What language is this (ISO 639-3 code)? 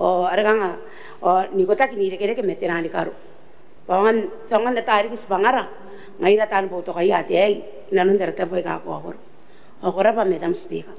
gil